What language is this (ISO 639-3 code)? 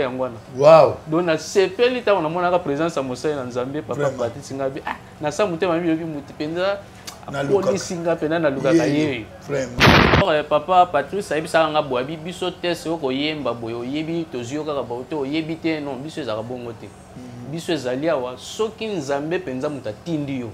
lin